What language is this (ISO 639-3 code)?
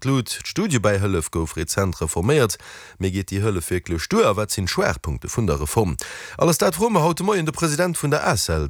ltz